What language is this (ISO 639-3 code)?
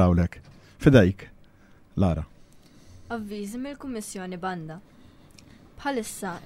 mlt